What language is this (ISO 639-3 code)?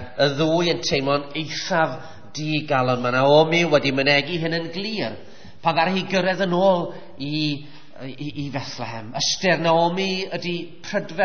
cym